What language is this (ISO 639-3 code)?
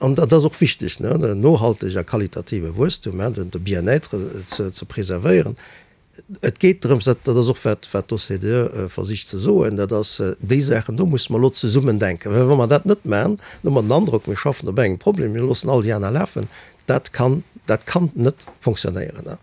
ltz